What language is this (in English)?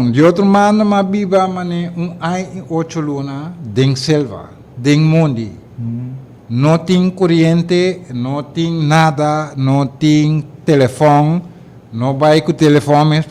Papiamento